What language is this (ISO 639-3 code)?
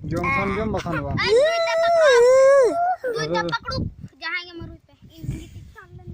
sat